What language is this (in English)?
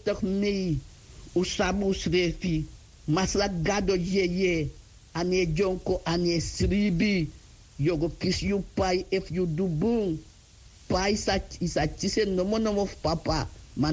Sranan Tongo